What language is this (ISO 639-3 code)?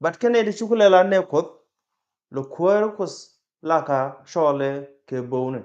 nus